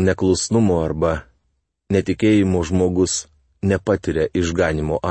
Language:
Lithuanian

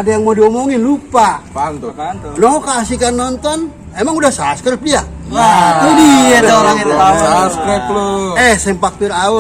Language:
Betawi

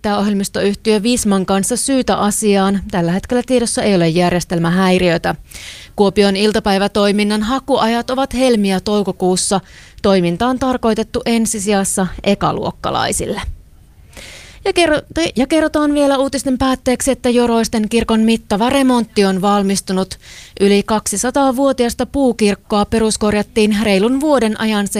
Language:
Finnish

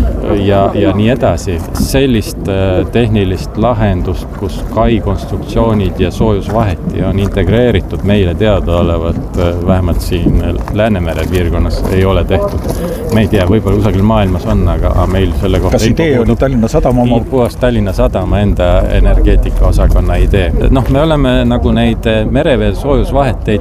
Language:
Estonian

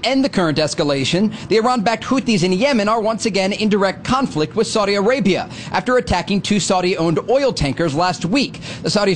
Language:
English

